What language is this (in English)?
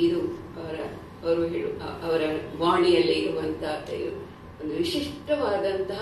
Kannada